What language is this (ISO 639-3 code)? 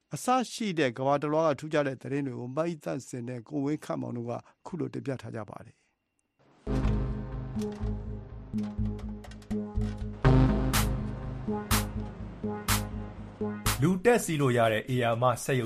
mya